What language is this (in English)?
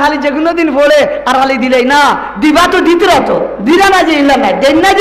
Sylheti